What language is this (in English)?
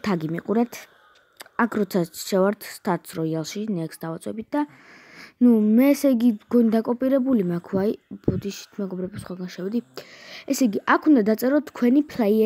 Georgian